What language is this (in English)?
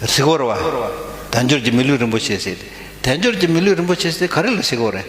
Tibetan